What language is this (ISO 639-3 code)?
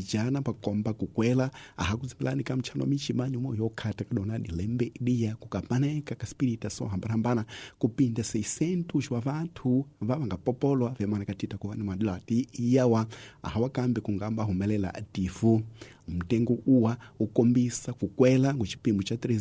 tso